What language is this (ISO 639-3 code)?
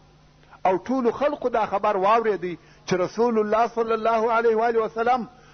pus